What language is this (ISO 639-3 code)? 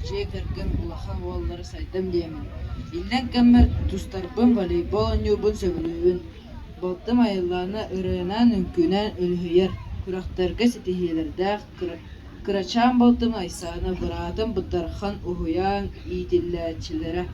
sah